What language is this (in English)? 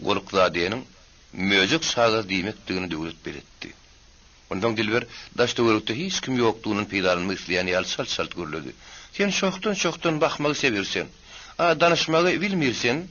Turkmen